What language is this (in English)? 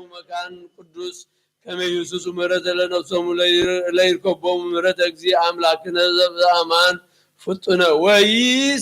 Geez